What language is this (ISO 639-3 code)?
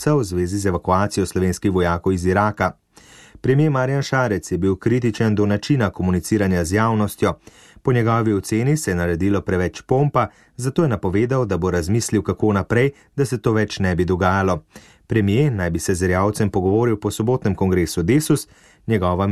slv